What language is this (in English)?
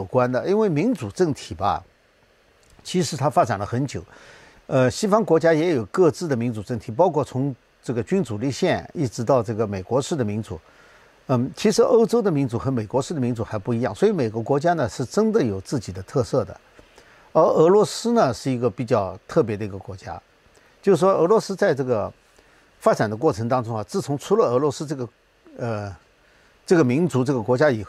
Chinese